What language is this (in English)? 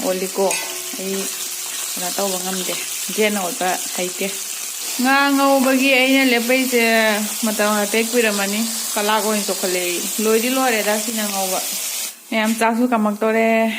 Manipuri